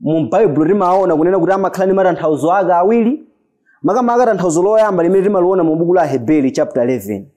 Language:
Nyanja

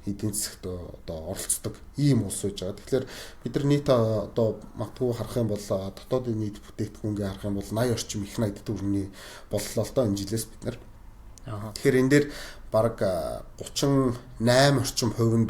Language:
Mongolian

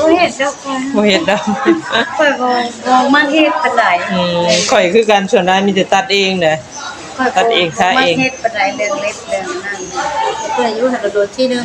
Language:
Northeastern Thai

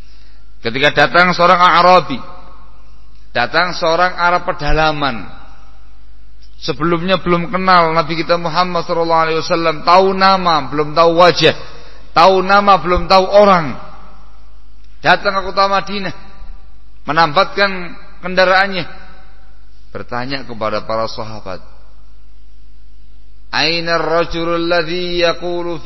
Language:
Indonesian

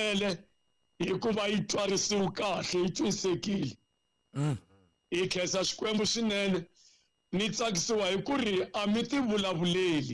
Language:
Tsonga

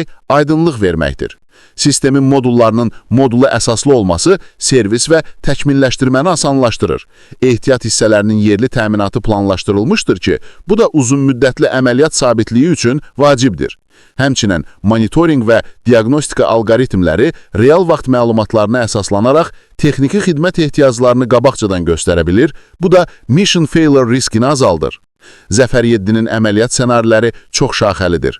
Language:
Azerbaijani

